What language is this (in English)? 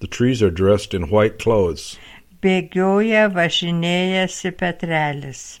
Lithuanian